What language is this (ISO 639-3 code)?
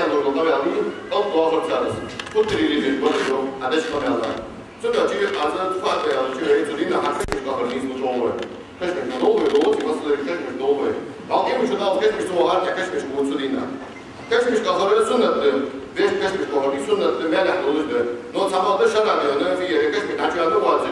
inh